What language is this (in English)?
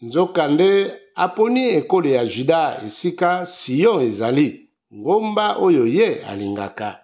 Lingala